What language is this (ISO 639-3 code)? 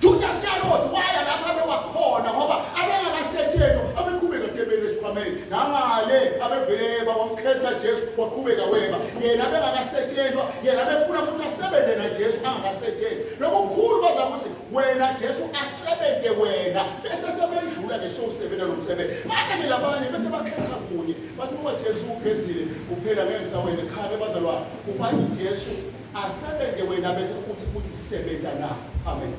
zul